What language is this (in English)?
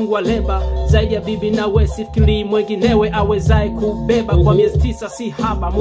Swahili